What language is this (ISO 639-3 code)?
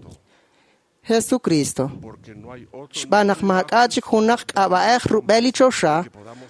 kek